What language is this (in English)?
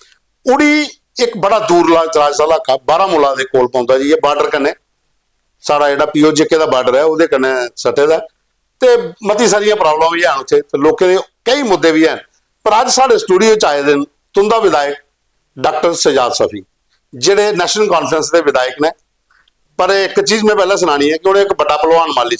Dogri